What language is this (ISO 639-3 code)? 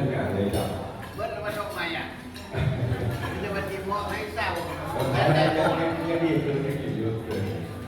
lao